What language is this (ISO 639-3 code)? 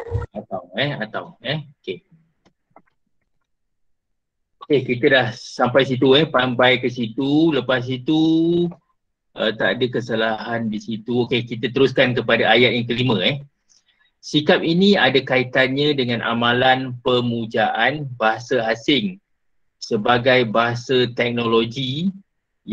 msa